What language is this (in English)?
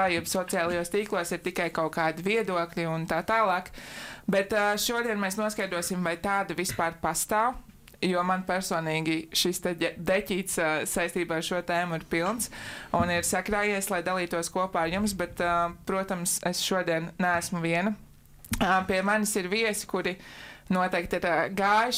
Latvian